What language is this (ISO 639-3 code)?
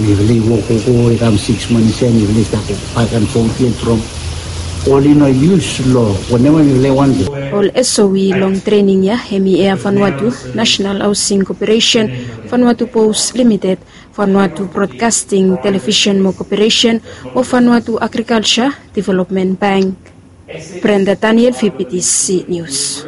bis